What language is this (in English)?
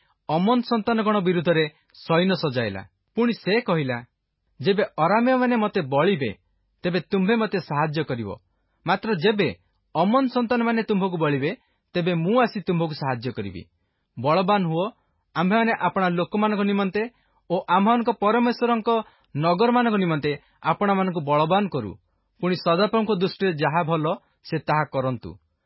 Odia